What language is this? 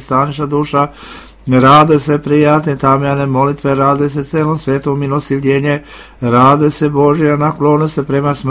Serbian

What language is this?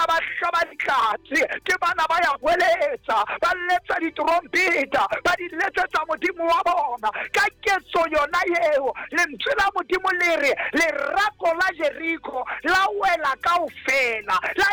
Southern Sotho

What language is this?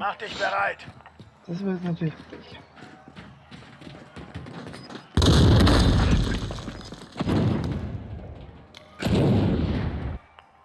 German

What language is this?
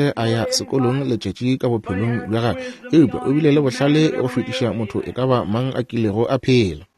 Northern Sotho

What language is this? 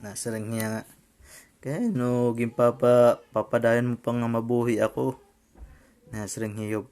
Waray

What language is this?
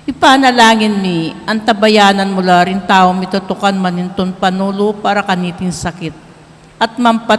Pampanga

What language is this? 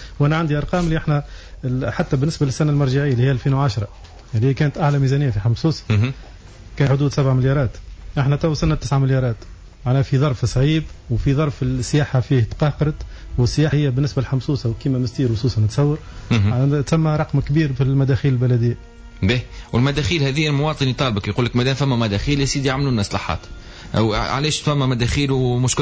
Tunisian Arabic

